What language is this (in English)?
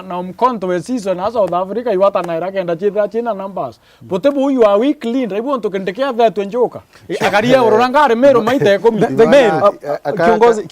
Meru